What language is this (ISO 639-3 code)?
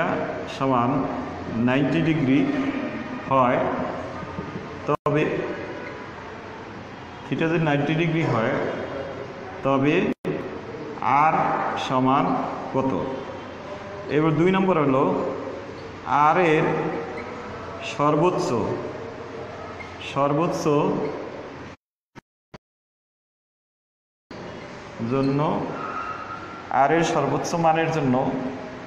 ben